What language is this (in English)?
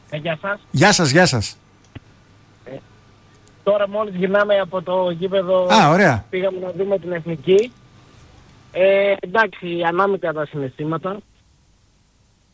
Greek